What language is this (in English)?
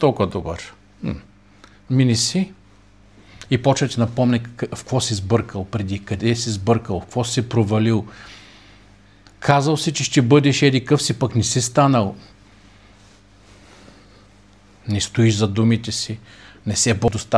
Bulgarian